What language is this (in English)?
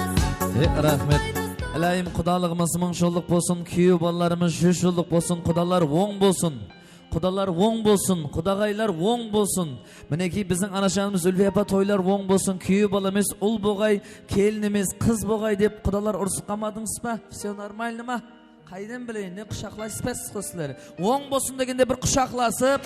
Kara-Kalpak